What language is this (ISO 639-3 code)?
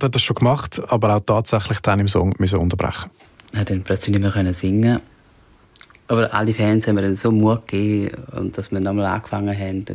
deu